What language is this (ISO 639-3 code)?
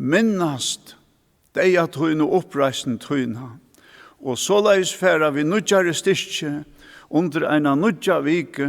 fao